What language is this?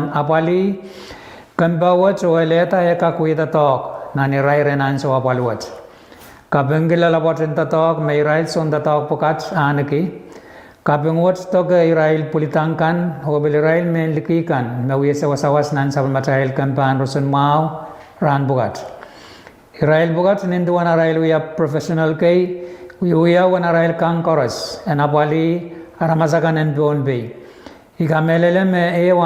Pohnpeian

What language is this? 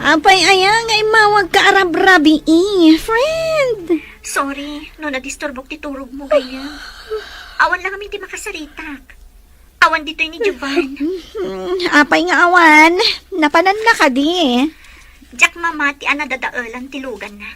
Iloko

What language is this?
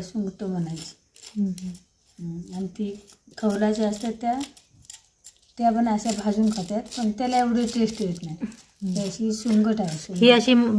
Marathi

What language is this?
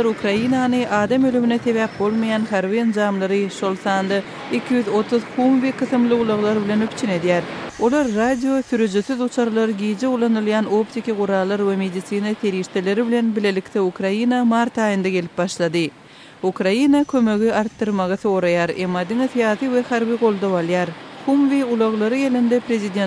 Turkmen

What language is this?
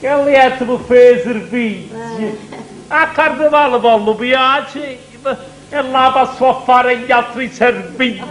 Neapolitan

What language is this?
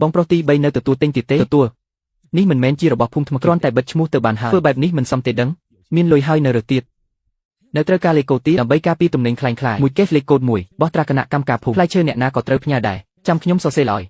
Khmer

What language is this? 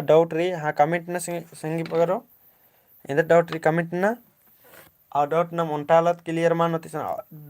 Kurukh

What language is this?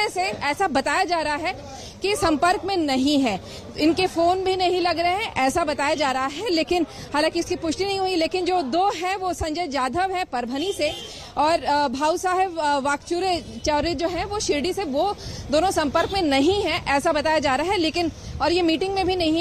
Hindi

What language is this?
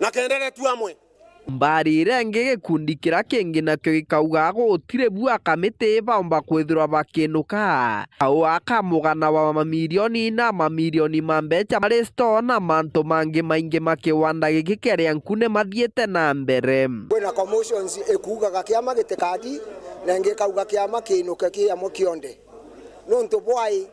Meru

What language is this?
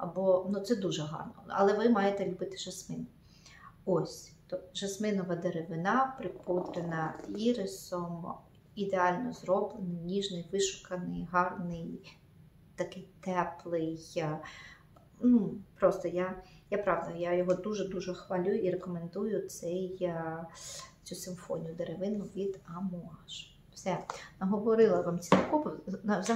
Ukrainian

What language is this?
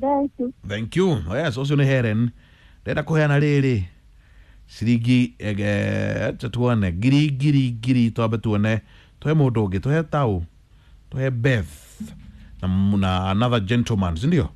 Kikuyu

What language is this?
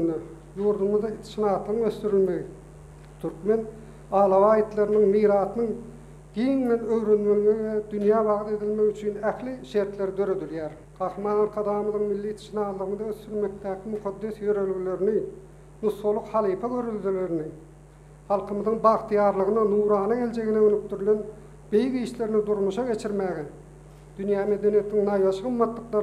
Turkmen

